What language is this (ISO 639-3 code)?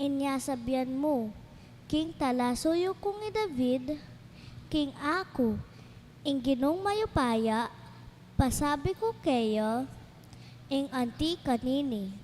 pam